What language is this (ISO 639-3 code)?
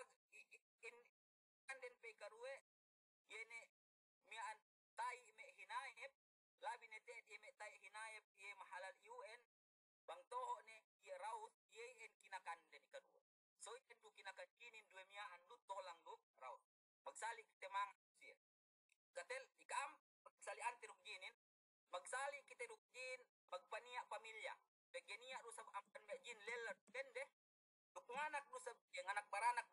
yka